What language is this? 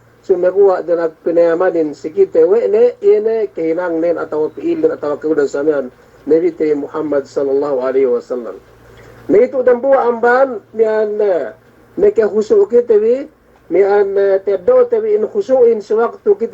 Yakan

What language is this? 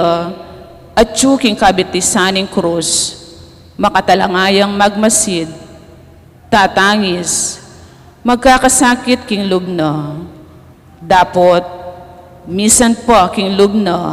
Pampanga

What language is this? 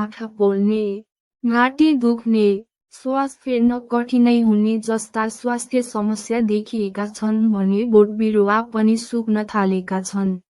Nepali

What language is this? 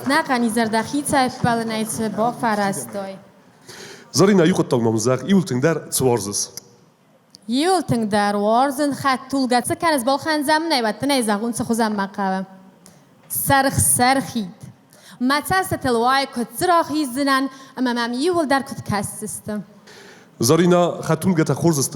Ossetic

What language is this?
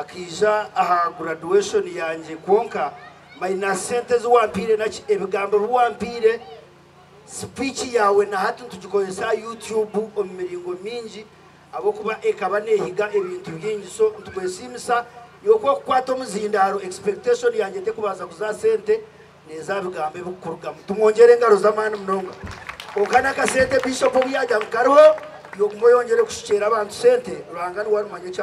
Nyankole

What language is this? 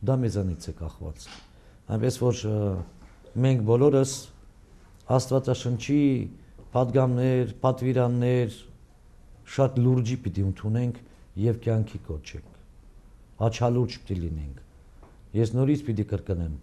Armenian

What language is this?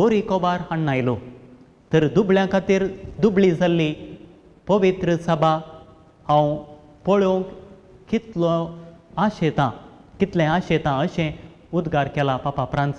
Konkani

